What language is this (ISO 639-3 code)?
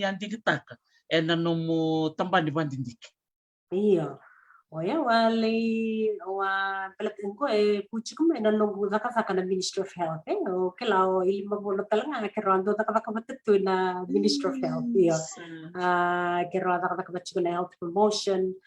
fij